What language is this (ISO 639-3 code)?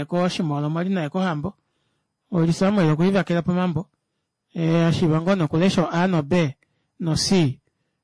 kua